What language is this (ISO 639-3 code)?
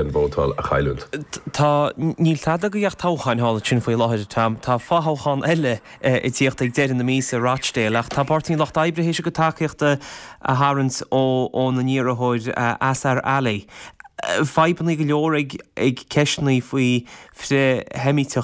gle